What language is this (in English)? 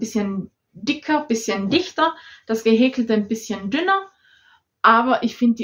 German